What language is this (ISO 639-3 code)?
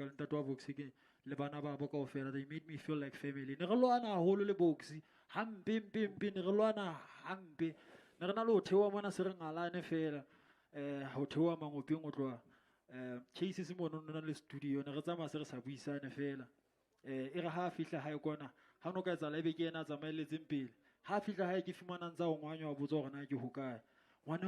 sot